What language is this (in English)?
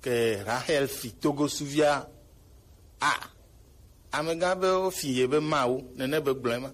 Gen